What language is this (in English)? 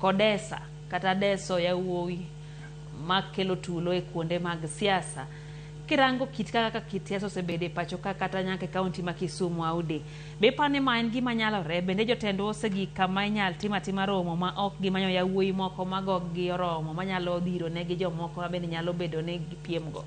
Luo (Kenya and Tanzania)